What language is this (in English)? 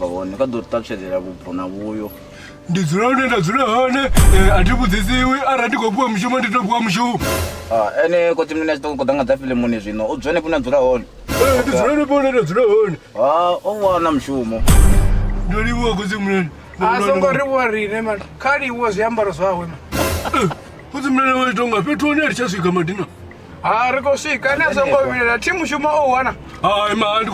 Venda